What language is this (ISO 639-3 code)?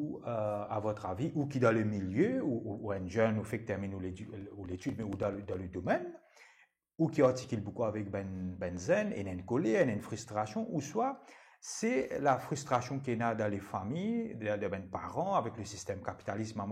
mfe